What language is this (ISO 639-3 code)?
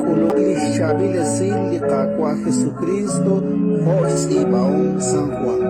kek